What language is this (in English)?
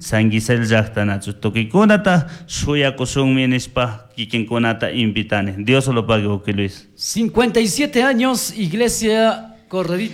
Chimborazo Highland Quichua